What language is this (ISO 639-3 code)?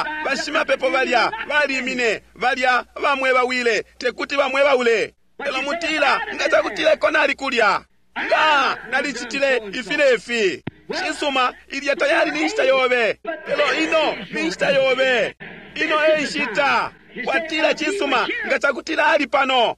bem